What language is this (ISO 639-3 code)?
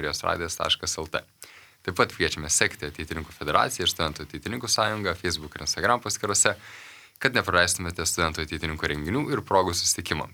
lit